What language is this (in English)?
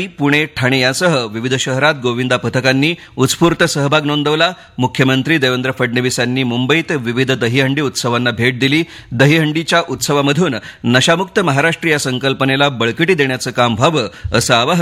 Marathi